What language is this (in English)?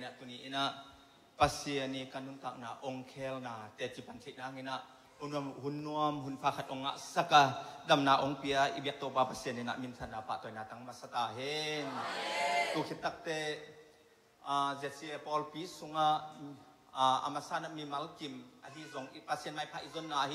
Tedim Chin